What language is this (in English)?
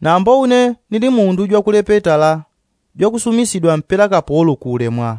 Yao